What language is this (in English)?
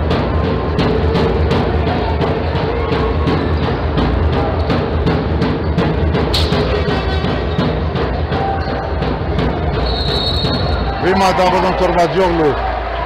Greek